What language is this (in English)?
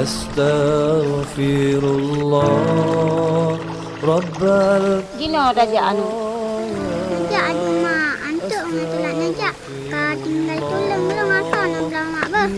Achinese